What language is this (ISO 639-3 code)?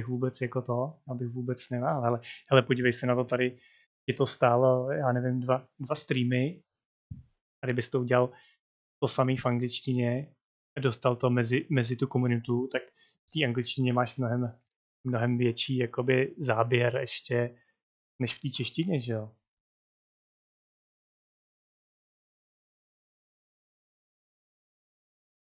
ces